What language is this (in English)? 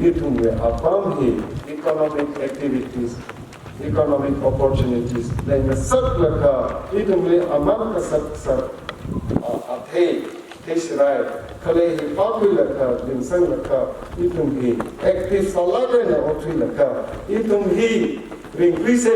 Tangkhul Naga (India)